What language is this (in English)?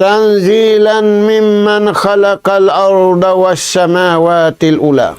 Tausug